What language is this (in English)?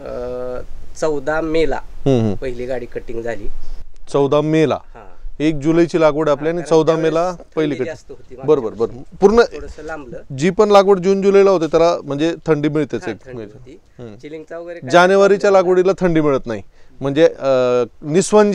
Marathi